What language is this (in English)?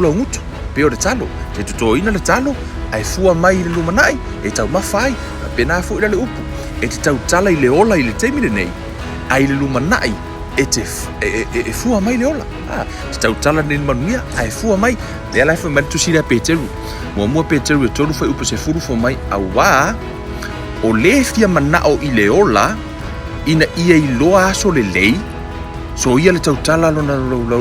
Samoan